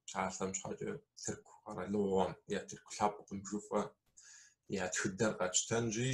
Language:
Kabardian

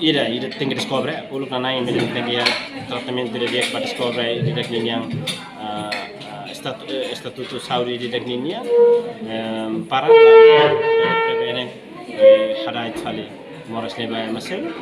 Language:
Tetum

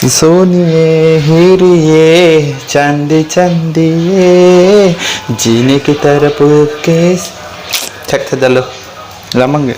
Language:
Karbi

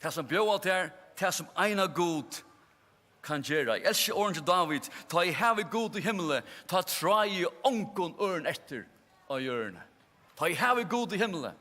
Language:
Faroese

